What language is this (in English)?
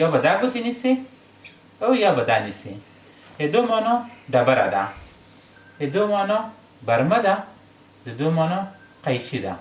Pashto